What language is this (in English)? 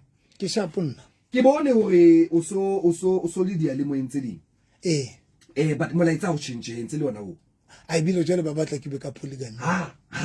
Southern Sotho